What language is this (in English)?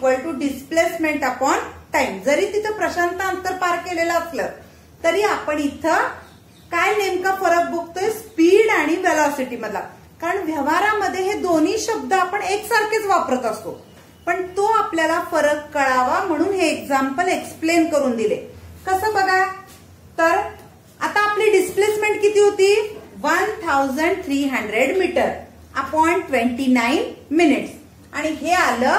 Marathi